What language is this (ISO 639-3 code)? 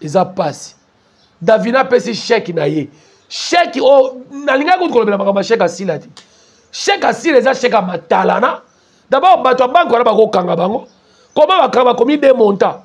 lin